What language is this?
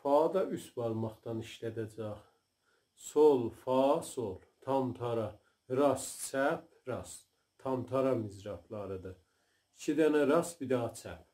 South Azerbaijani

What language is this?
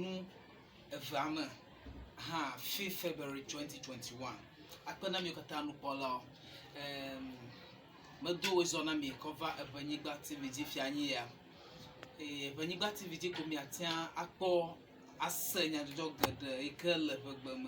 Ewe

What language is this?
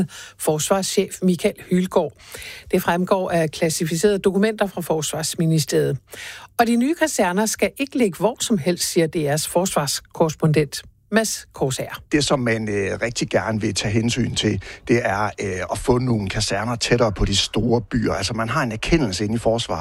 Danish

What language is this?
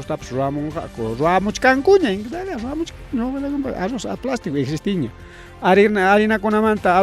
Ayacucho Quechua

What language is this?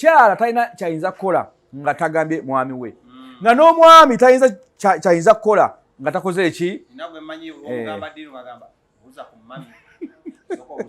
Ganda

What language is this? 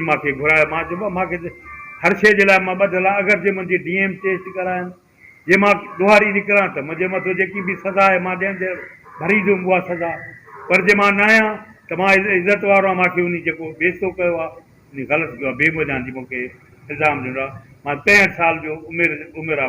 Sindhi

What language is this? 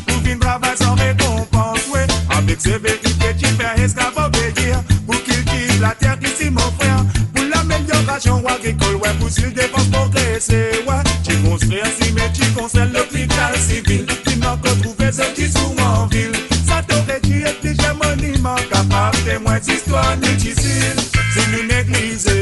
Morisyen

